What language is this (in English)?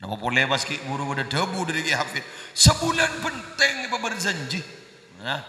Madurese